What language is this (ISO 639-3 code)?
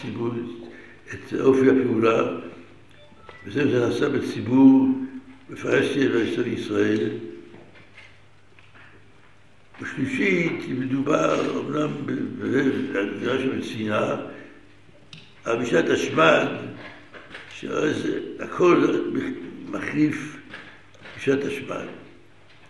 heb